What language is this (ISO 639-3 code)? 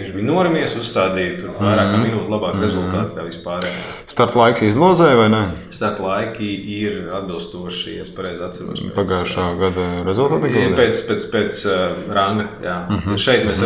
lav